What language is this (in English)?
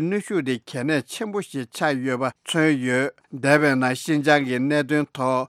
Tibetan